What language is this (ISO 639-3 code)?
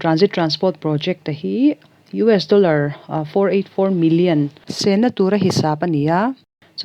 lus